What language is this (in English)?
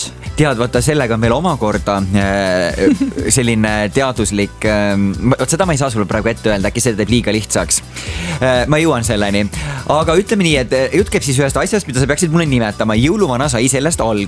Estonian